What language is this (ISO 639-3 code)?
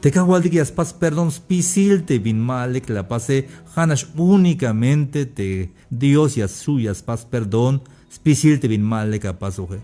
tzh